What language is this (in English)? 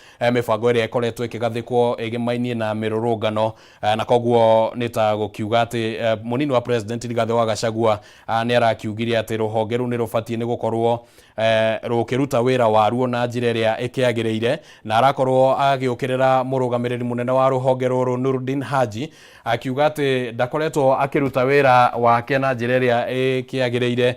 Kikuyu